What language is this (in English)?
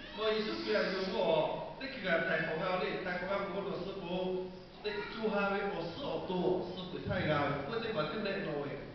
Lahu